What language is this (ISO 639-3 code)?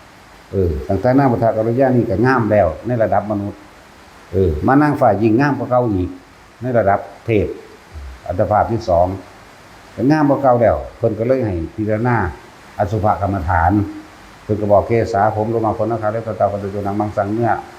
tts